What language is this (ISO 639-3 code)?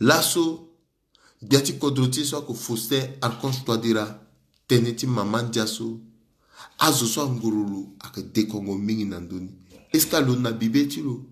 sag